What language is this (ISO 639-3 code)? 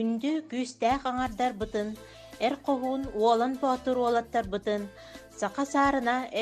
sah